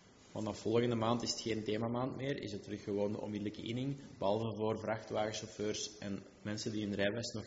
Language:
Dutch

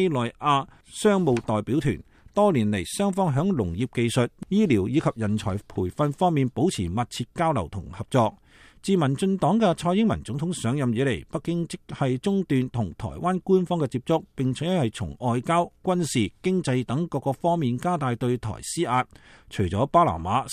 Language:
Cantonese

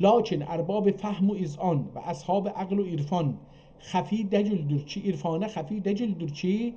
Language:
South Azerbaijani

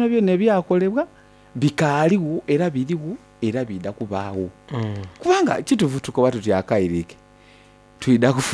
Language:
Soga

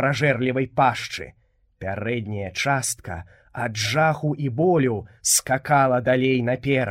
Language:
Belarusian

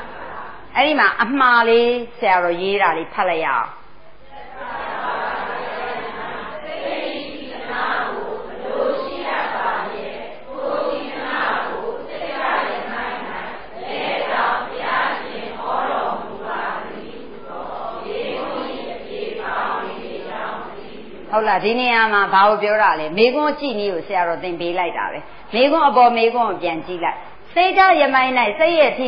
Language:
Burmese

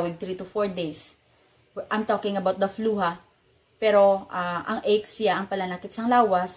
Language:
Hiligaynon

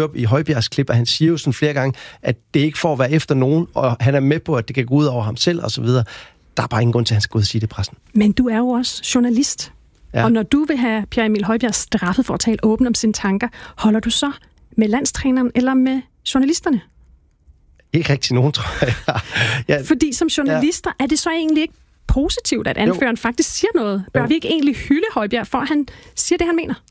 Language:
Danish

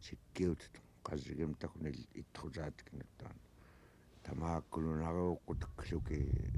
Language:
Central Yupik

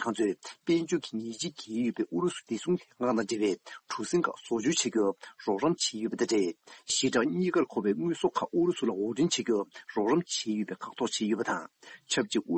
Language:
Tibetan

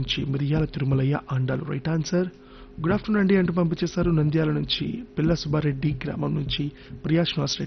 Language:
Telugu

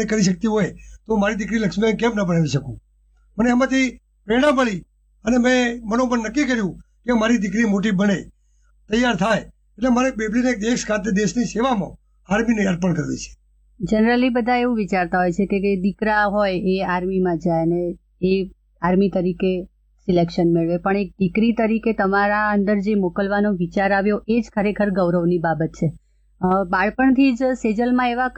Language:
Gujarati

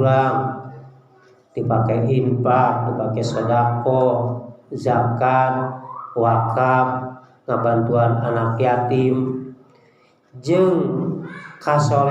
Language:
Sundanese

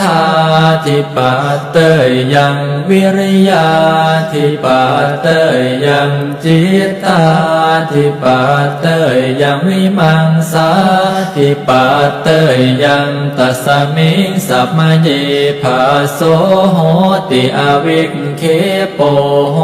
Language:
Pali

